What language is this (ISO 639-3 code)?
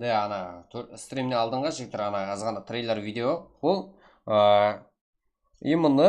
kaa